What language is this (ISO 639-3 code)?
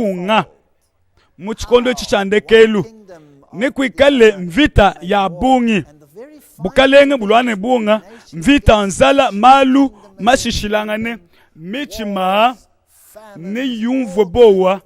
lua